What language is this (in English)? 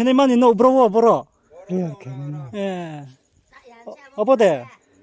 Riang (India)